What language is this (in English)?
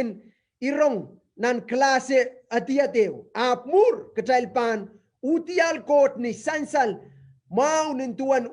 Pohnpeian